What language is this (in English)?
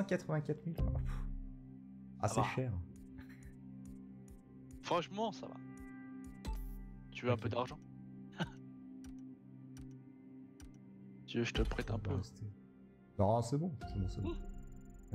French